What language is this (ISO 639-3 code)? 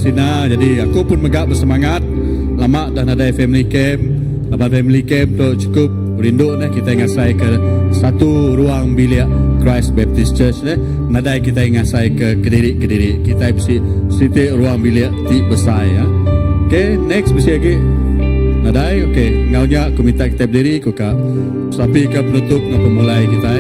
iba